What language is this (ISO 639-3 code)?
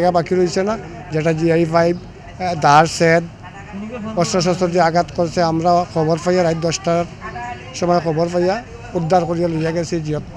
syl